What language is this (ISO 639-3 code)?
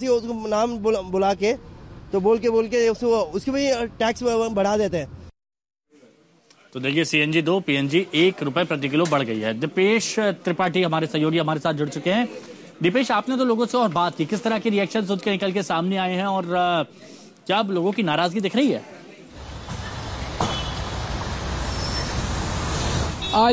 hin